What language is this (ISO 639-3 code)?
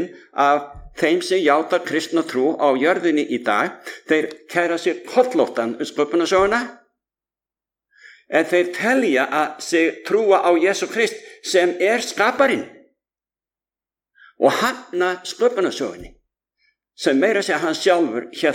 isl